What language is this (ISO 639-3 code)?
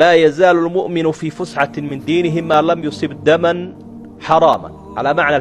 som